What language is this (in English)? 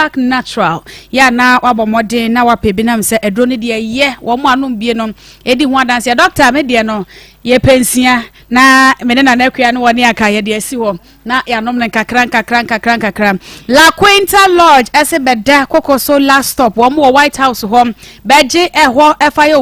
Akan